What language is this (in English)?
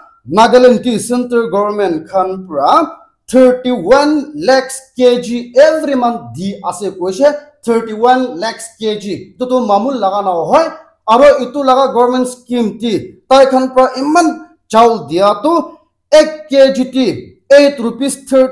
Naga Pidgin